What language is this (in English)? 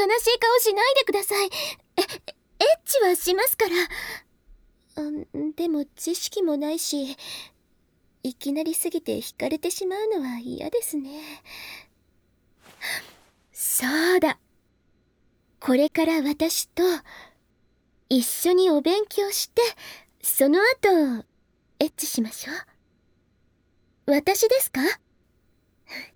Japanese